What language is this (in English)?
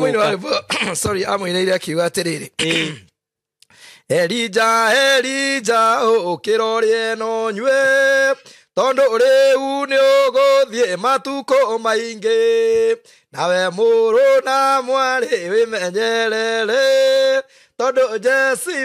Kikuyu